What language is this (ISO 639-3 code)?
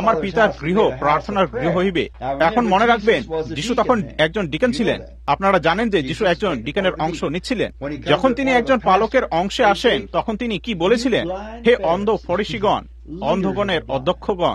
ben